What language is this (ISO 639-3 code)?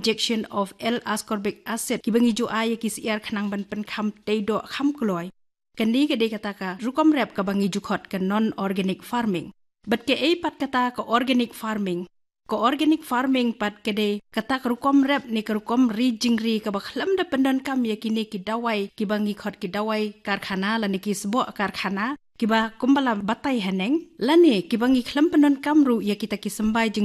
kha